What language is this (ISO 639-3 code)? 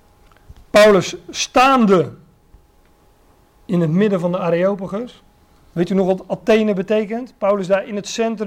nld